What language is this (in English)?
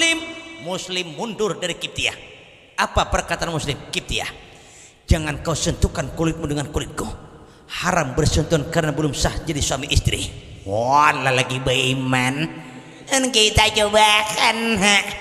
Banjar